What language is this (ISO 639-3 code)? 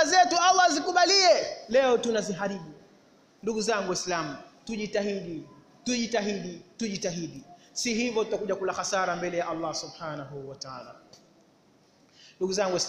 swa